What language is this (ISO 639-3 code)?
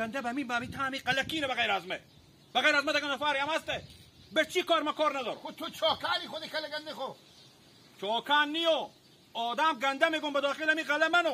haz